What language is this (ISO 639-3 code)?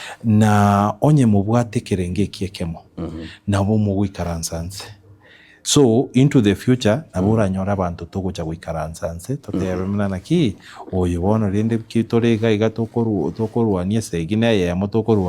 guz